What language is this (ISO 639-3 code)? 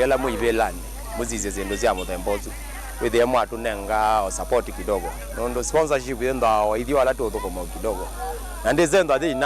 kam